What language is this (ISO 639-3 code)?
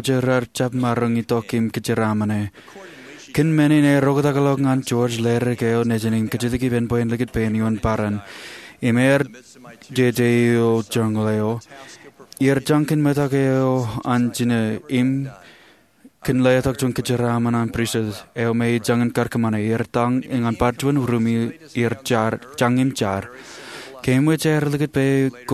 mah